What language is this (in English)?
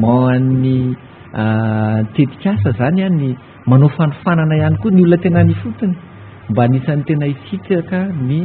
Malagasy